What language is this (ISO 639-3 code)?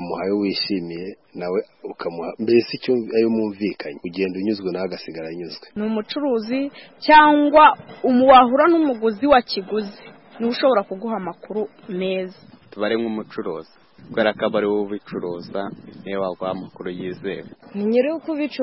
kin